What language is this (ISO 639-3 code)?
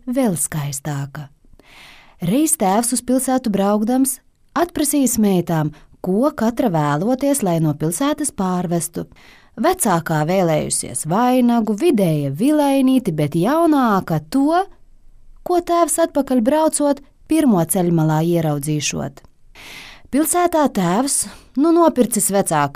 lav